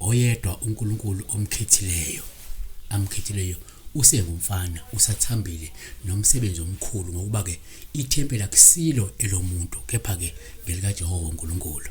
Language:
Zulu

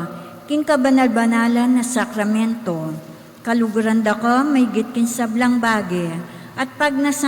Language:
Pampanga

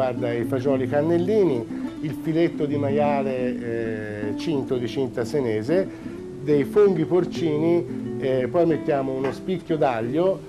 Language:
Italian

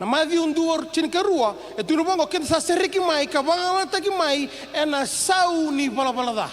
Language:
Fijian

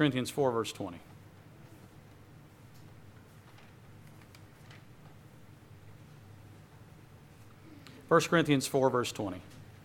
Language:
English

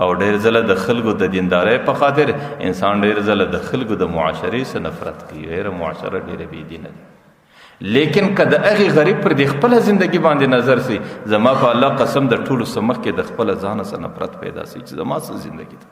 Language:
Pashto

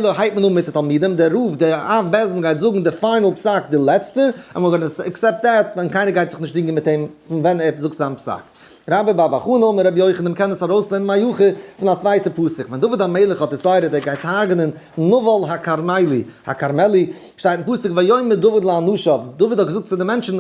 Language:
Yiddish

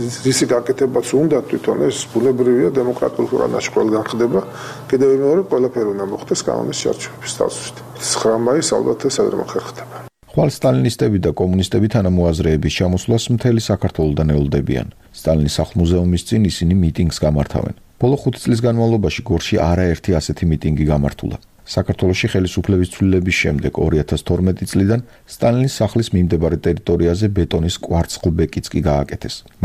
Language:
Georgian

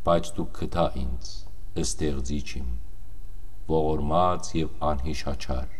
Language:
Western Armenian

